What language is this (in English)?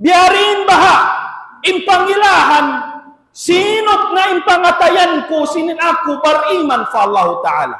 Tausug